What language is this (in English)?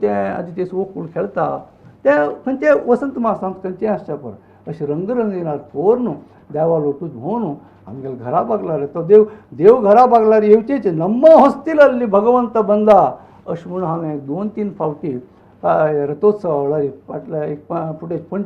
Konkani